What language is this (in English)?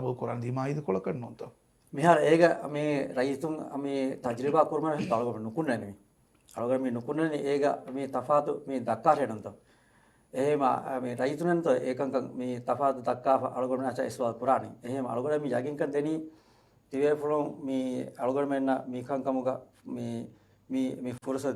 Divehi